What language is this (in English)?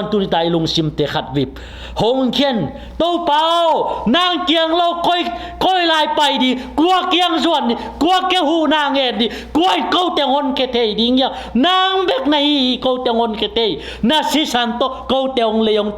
Tedim Chin